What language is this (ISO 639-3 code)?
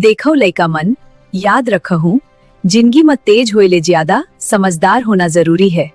hne